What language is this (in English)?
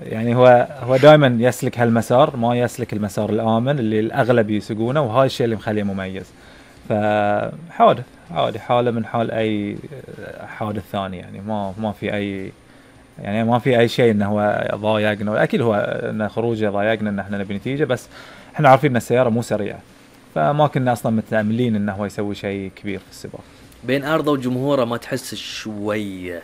Gulf Arabic